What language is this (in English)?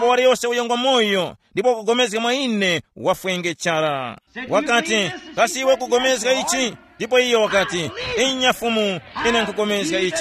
Tumbuka